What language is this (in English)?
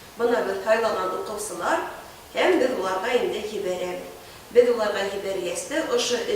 Bashkir